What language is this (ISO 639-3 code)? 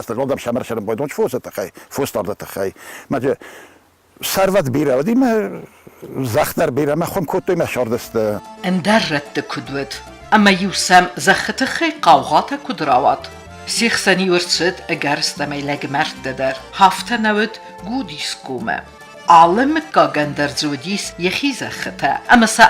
oss